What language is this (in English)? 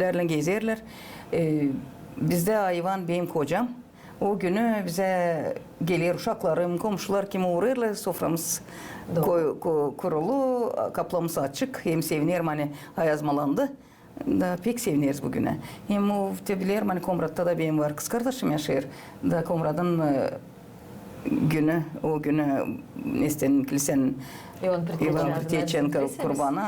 Gagauz